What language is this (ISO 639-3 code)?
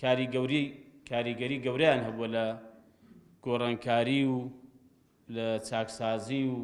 ckb